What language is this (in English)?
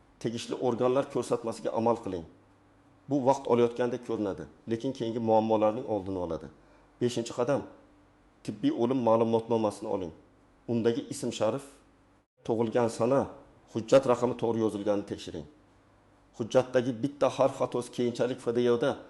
Uzbek